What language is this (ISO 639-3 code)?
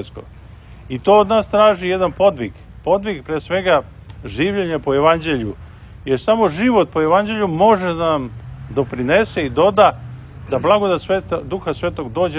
srp